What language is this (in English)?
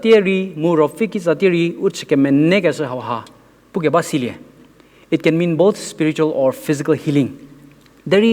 Angami Naga